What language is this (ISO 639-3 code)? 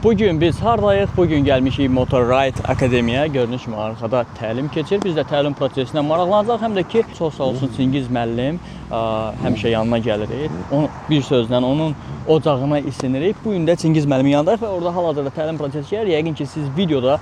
aze